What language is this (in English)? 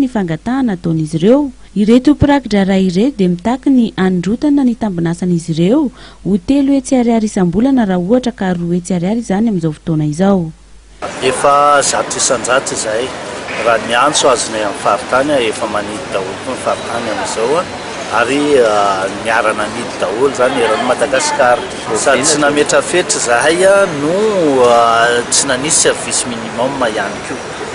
Malagasy